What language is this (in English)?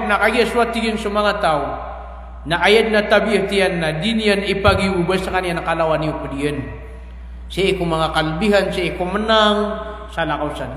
Maranao